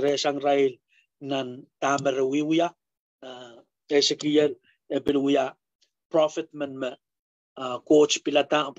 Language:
Pohnpeian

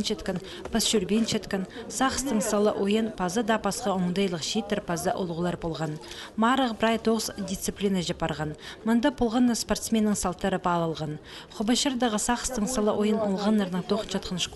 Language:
Khakas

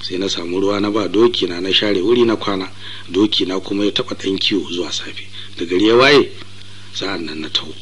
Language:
Hausa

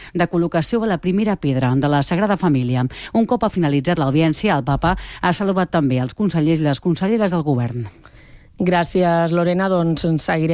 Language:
Catalan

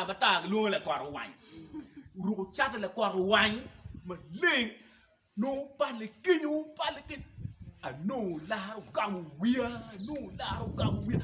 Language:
Acoli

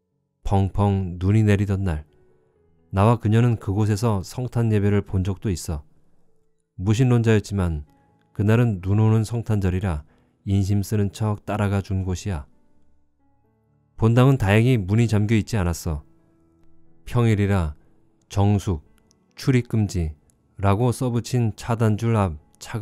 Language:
Korean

